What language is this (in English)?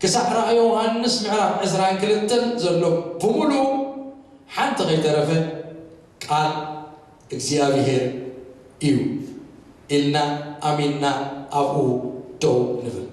Tigrinya